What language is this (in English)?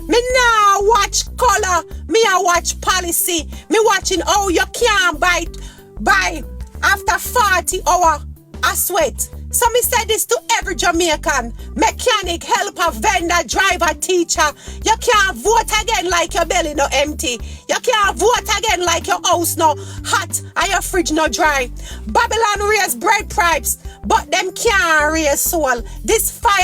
Jamaican Creole English